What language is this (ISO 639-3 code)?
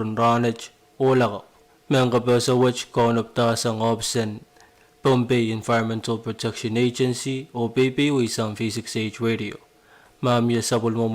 pon